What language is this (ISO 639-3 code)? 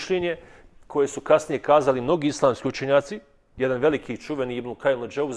bos